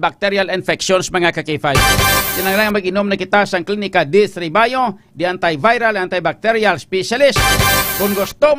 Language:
Hiligaynon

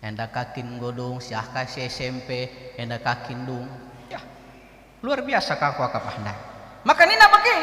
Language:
Batak Karo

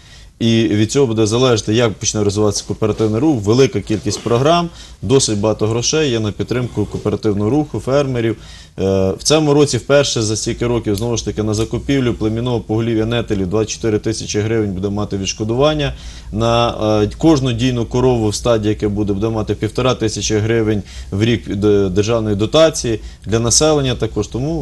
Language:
Ukrainian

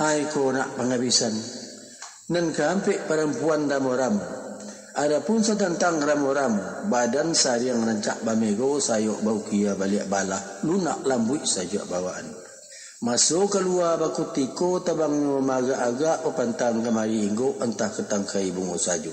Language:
Minangkabau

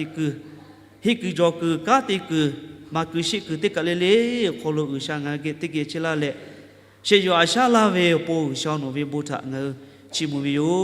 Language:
Lahu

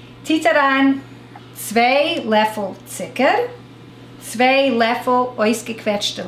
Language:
Yiddish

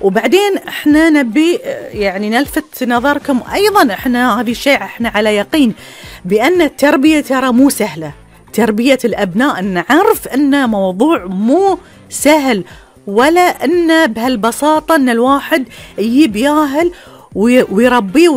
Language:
Gulf Arabic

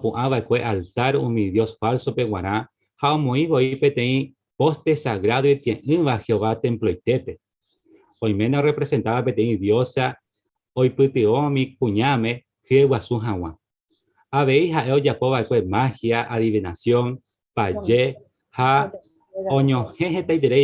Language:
Guarani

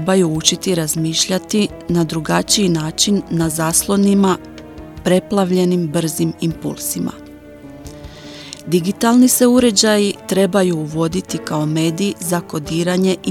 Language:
Croatian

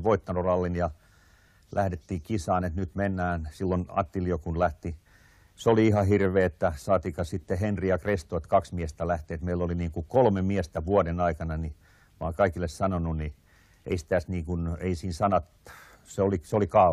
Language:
Finnish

